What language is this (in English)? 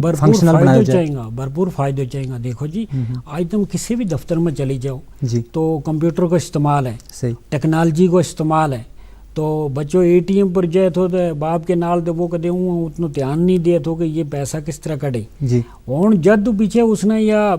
Gujari